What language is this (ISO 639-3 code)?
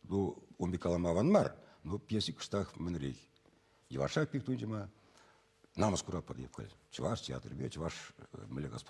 chv